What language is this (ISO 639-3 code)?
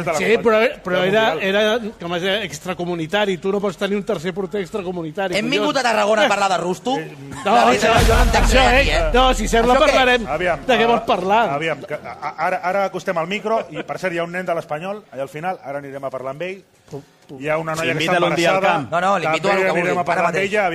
cat